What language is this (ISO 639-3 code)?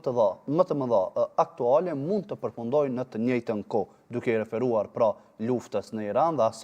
sqi